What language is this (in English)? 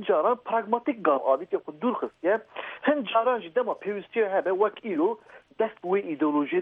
Kurdish